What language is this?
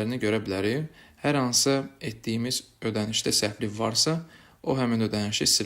Azerbaijani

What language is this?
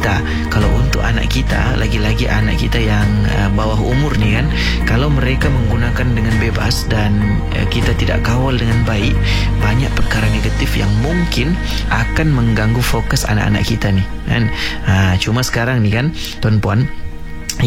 Malay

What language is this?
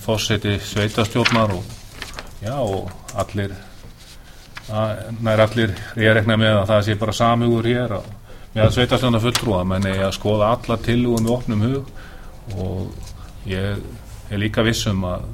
Icelandic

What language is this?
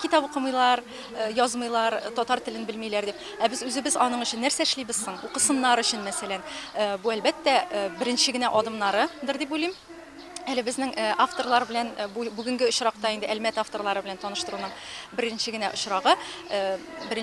Tatar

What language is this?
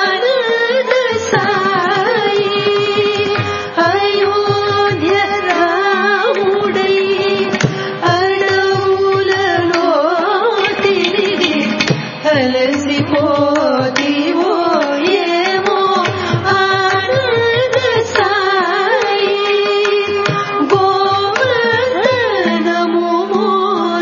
Telugu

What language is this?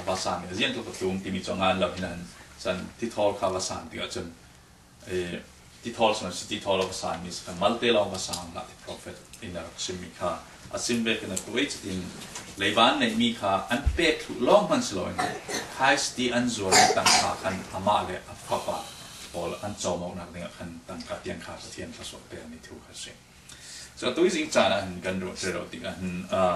Falam Chin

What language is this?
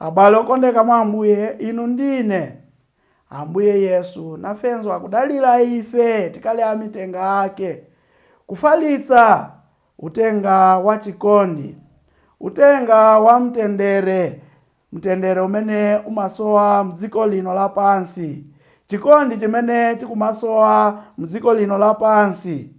Nyanja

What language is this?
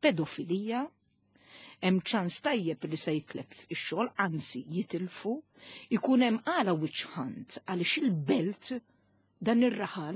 Maltese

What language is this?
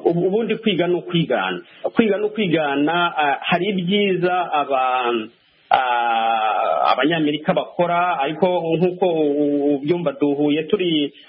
Kinyarwanda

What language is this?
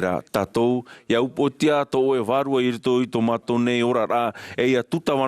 Tahitian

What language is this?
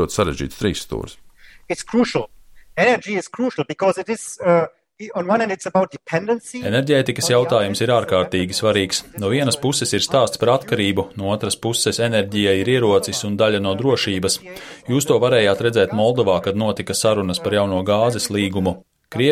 Latvian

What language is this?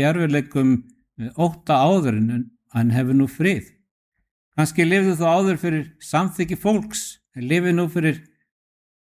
Icelandic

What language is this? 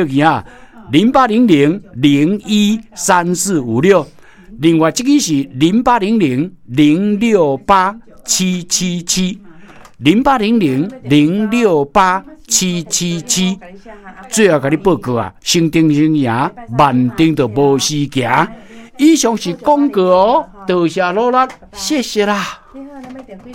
Min Nan Chinese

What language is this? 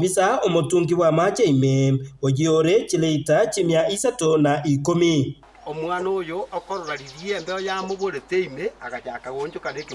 Gusii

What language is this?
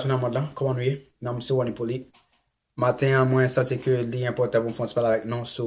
Haitian Creole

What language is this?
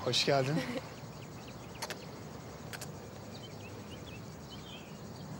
Turkish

